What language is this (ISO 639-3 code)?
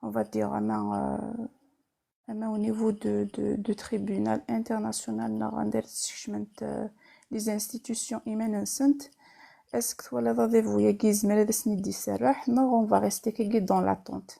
kab